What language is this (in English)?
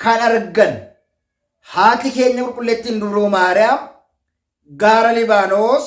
Oromo